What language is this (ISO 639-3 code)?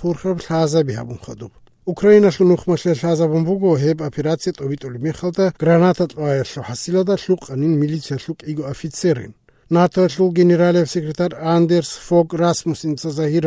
ava